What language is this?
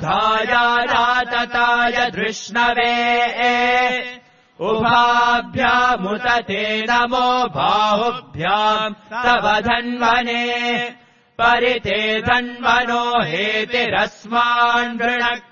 Sanskrit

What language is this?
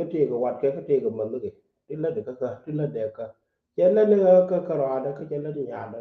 Nuer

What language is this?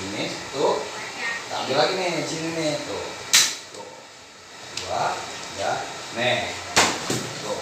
Betawi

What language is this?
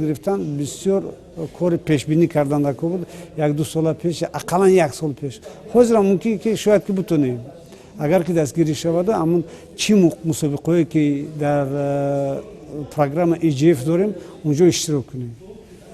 Tajik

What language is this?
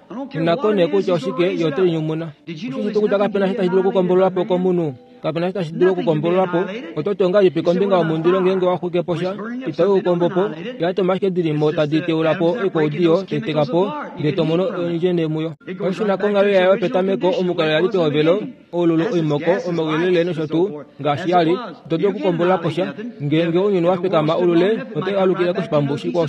Kuanyama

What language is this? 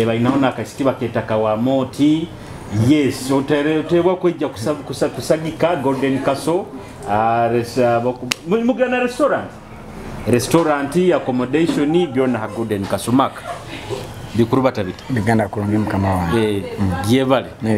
Nyoro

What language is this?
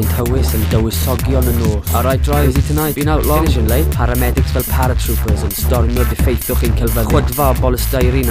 Welsh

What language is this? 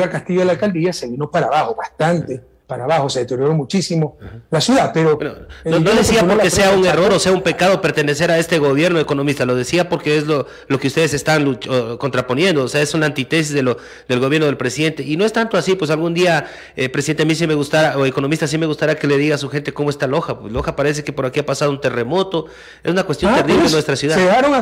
Spanish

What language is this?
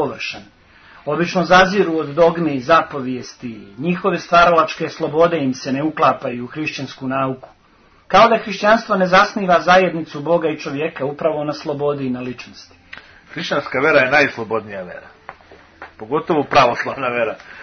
Serbian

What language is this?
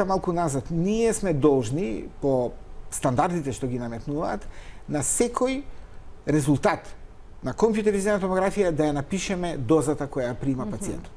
Macedonian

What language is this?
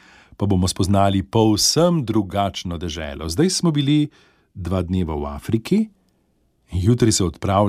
Slovenian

